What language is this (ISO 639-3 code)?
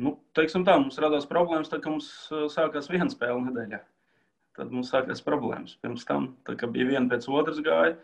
lav